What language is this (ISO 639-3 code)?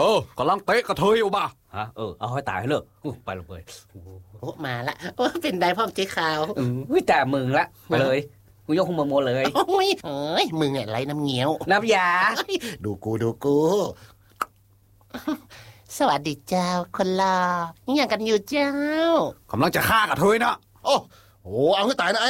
tha